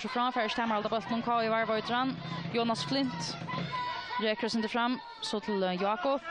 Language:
Faroese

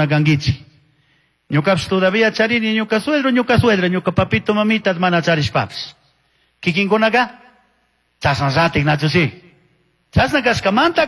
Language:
Chimborazo Highland Quichua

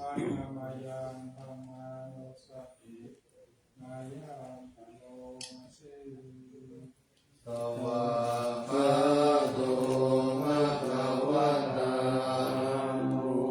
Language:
Pali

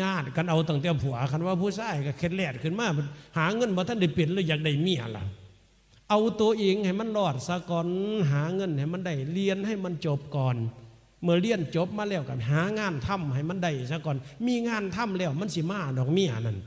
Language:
Northeastern Thai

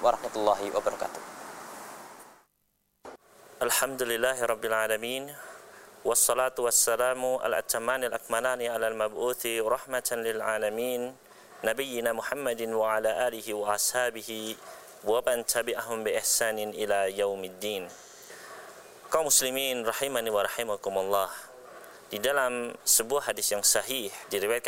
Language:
Indonesian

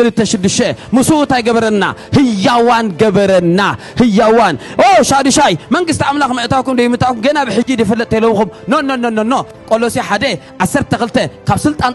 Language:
Tigrinya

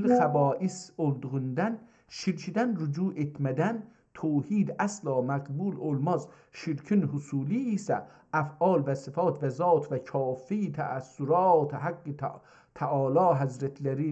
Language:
South Azerbaijani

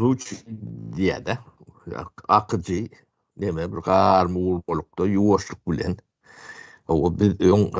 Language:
Turkmen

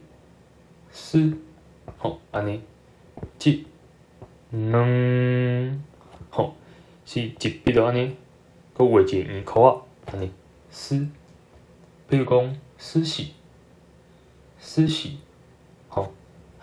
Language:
Min Nan Chinese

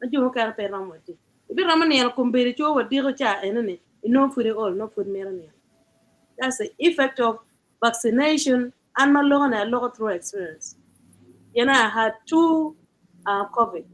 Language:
Acoli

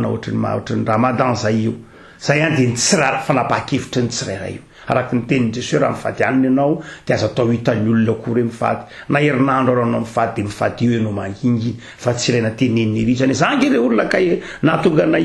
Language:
Malagasy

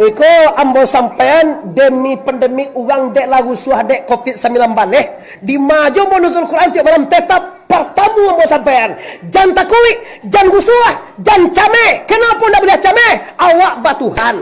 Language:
Minangkabau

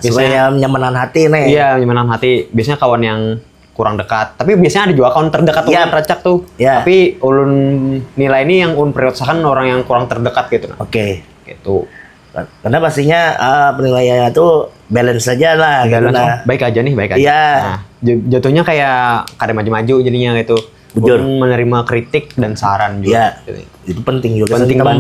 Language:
Banjar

